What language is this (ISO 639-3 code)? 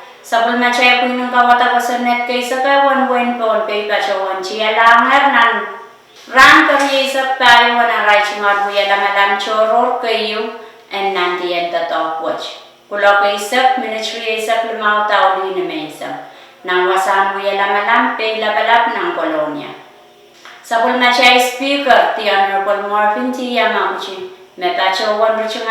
pon